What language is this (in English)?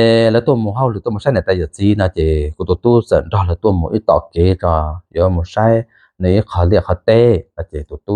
Hmong